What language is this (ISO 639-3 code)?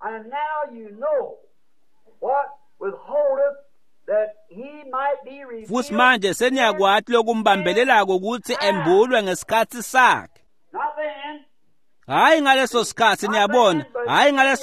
ssw